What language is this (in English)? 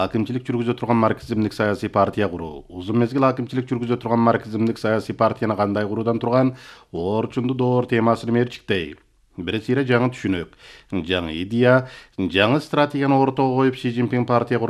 Kyrgyz